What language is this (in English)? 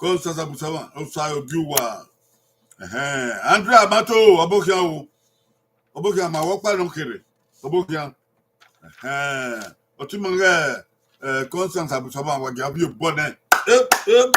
Bini